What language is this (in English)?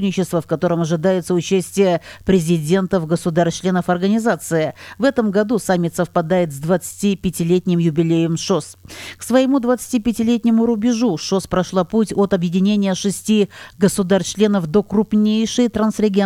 Russian